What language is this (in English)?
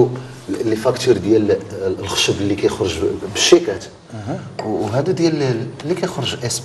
Moroccan Arabic